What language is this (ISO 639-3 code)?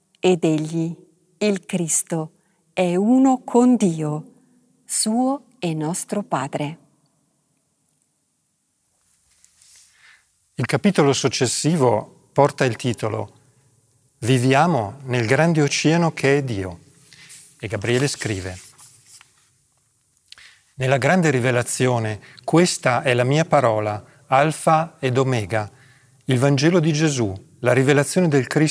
ita